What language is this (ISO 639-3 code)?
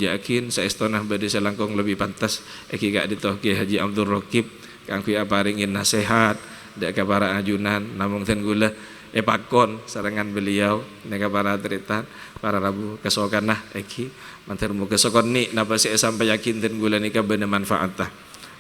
mad